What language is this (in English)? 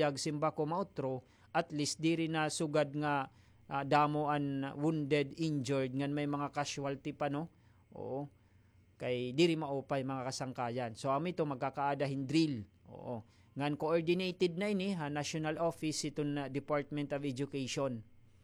Waray